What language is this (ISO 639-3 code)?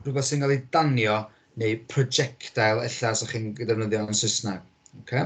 cym